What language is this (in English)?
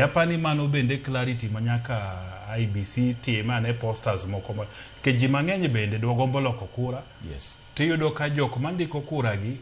Luo (Kenya and Tanzania)